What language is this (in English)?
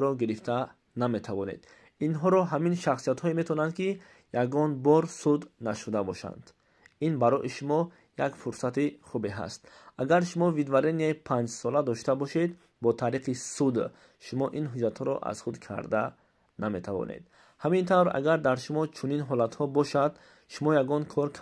Tajik